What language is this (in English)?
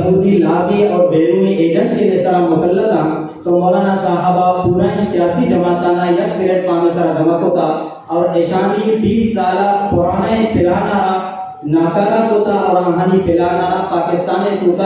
Eastern Balochi